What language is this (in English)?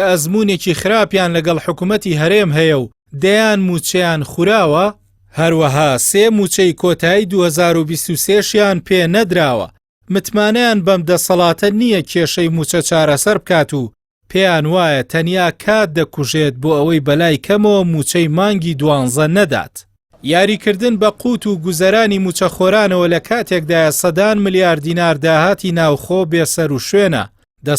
Central Kurdish